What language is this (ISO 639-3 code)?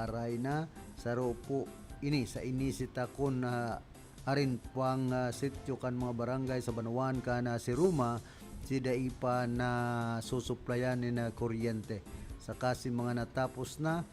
bik